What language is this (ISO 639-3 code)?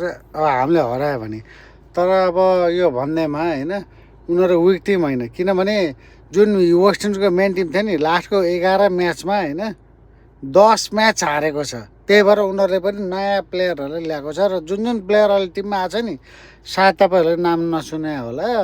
nep